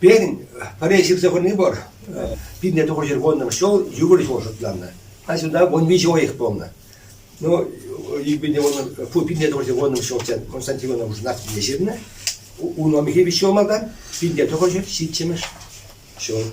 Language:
Chuvash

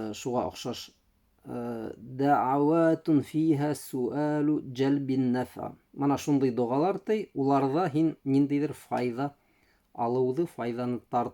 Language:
Bashkir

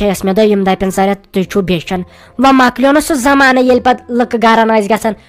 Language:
Kashmiri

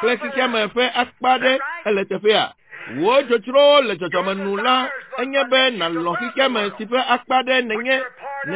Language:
Ewe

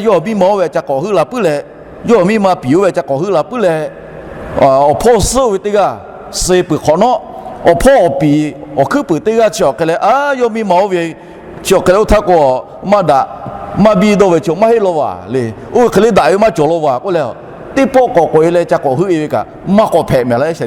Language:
Lahu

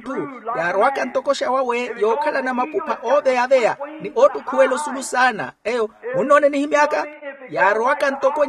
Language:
Makhuwa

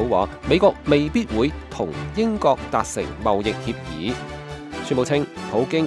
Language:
Cantonese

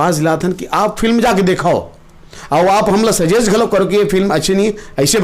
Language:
Chhattisgarhi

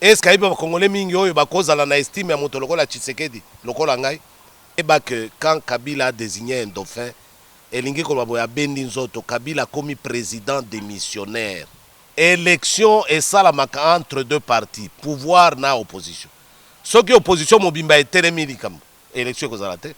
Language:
Lingala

